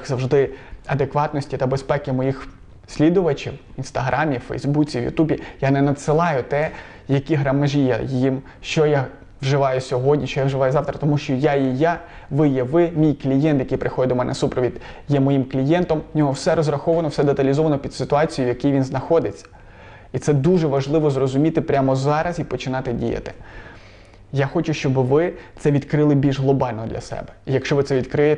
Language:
Ukrainian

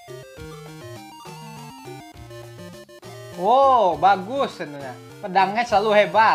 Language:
Indonesian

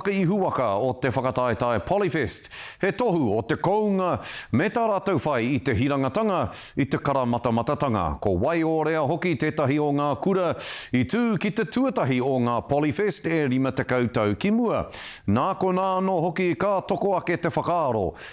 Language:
Māori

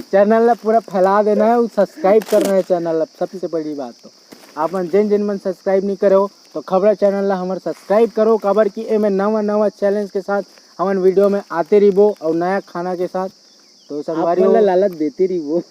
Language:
Chhattisgarhi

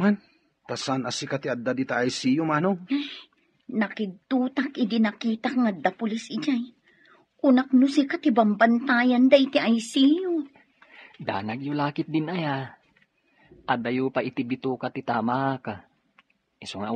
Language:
Iloko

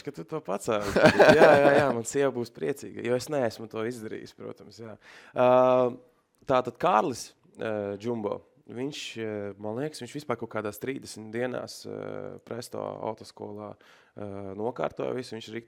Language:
Latvian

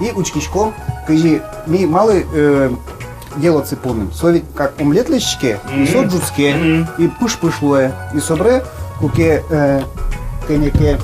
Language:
Udmurt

